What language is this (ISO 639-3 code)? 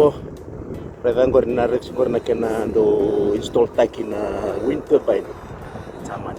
fij